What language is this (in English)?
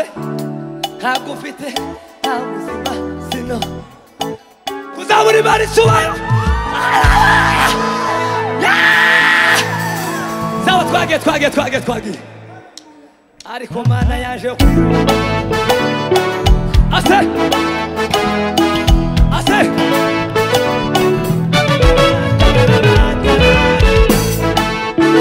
Kinyarwanda